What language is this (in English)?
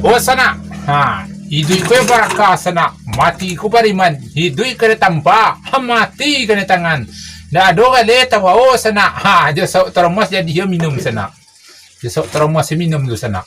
Minangkabau